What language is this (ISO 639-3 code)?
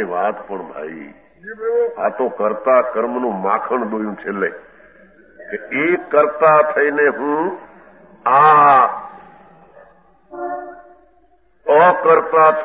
guj